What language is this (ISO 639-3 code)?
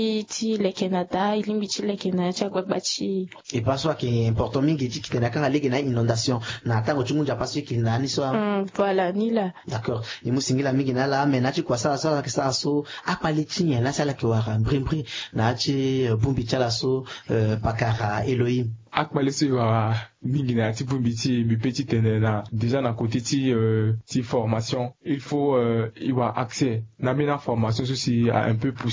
sag